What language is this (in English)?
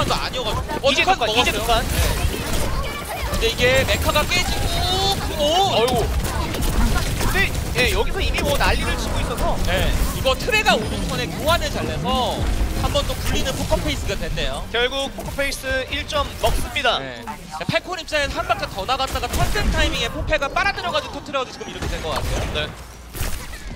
Korean